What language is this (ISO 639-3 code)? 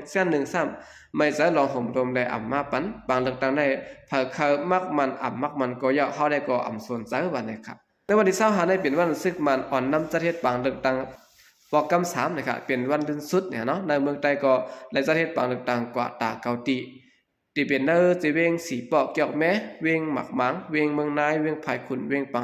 shn